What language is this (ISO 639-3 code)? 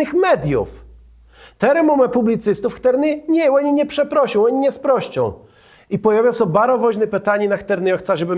csb